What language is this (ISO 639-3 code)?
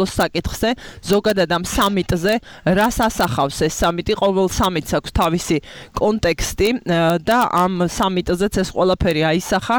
kat